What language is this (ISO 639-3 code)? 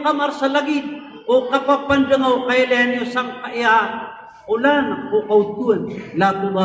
mrw